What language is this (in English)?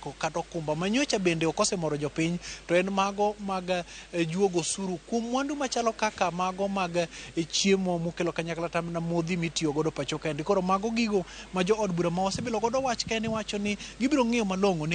Luo (Kenya and Tanzania)